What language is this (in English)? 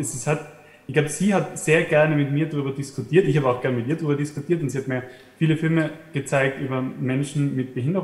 German